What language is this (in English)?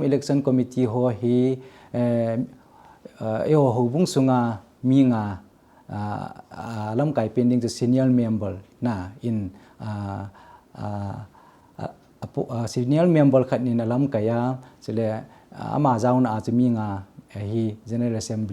Thado Chin